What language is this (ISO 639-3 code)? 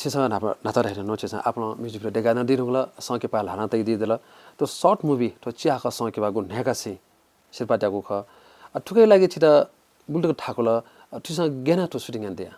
new